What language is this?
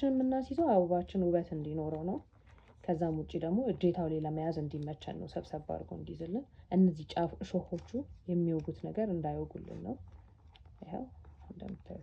Amharic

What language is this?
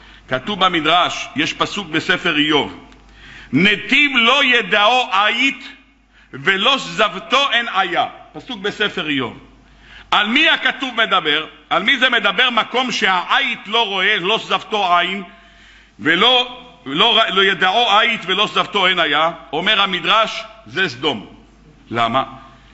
Hebrew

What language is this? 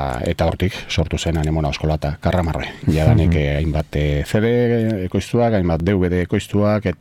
Basque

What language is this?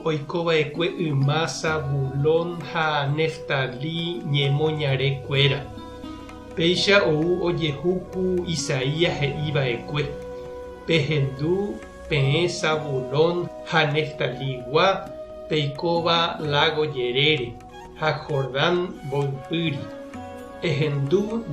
Guarani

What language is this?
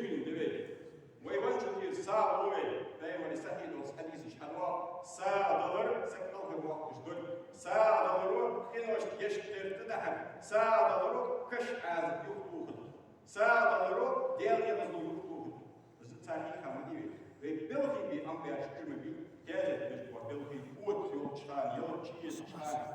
Ingush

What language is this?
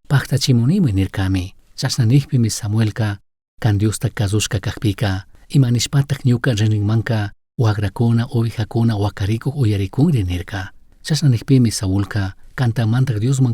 Chimborazo Highland Quichua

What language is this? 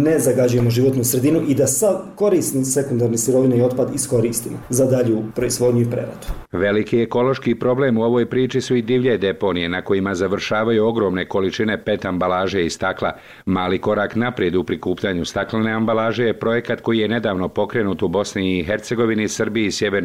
Bosnian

